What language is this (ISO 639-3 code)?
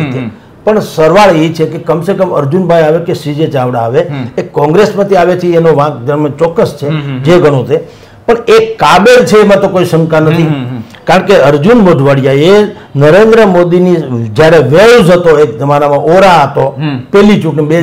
guj